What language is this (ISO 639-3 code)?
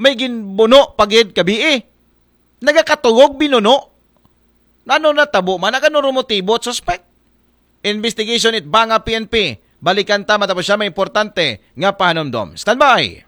akl